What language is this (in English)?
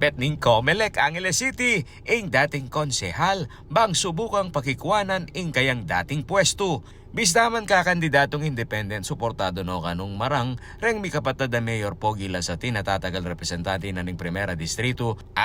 Pampanga